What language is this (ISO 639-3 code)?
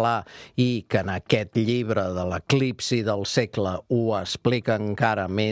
cat